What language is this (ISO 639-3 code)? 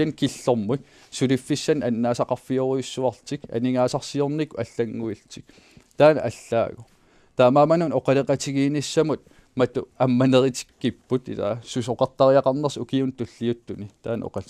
kal